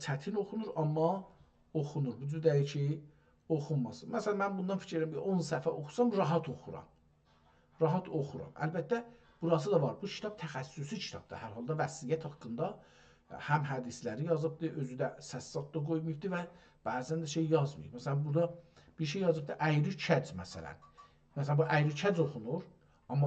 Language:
South Azerbaijani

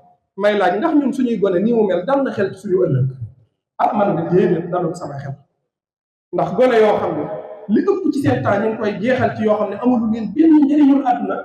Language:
Wolof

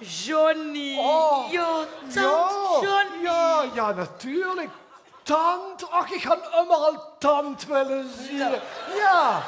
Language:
Limburgish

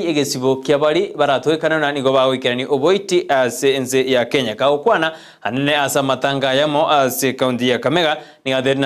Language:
Gusii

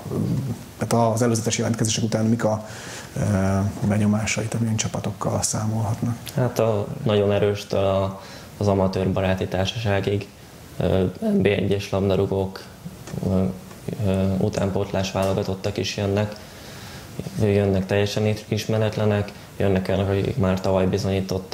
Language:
Hungarian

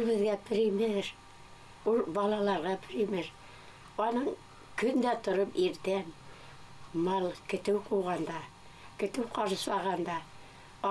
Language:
Bashkir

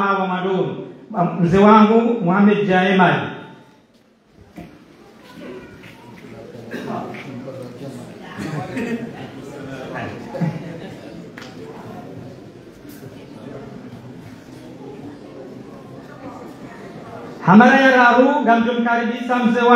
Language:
Ngazidja Comorian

